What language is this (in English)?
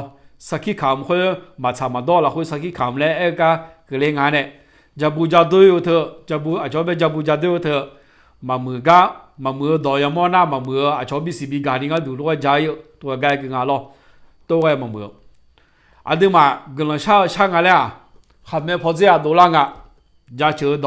Akha